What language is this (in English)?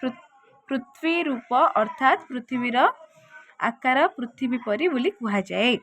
Odia